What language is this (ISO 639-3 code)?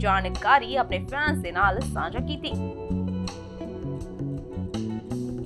pan